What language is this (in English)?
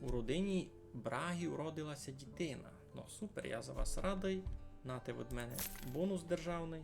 Rusyn